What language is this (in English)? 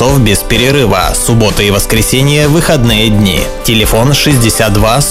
Russian